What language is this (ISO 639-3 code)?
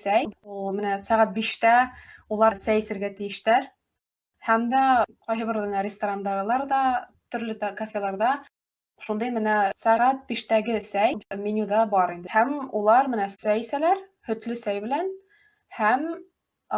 bak